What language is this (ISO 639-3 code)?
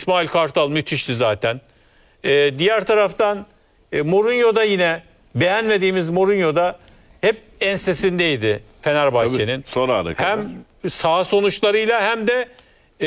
tur